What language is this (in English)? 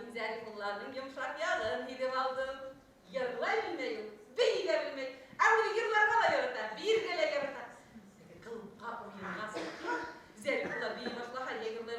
Bashkir